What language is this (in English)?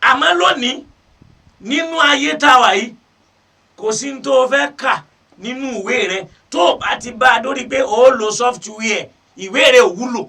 Yoruba